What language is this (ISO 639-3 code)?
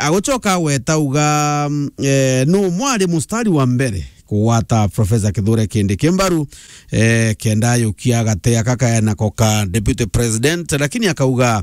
mer